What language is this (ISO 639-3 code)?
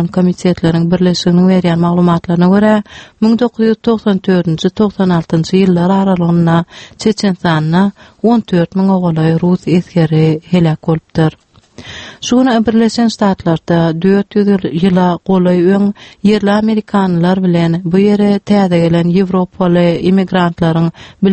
tuk